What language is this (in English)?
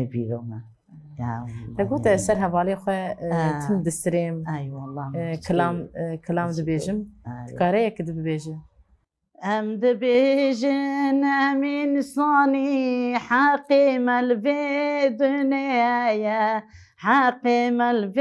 Kurdish